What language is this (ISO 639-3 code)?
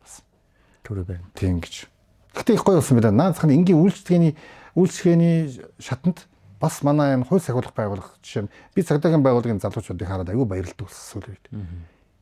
mon